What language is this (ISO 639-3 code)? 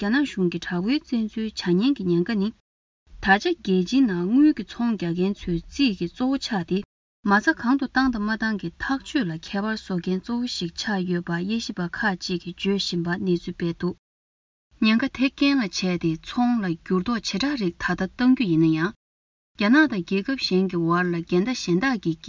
bod